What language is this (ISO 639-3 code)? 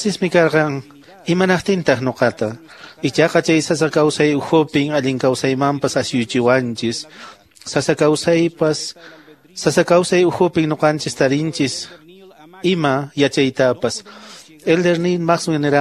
que